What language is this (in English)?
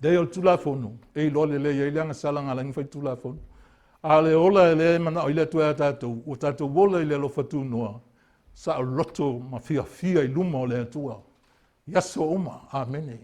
Samoan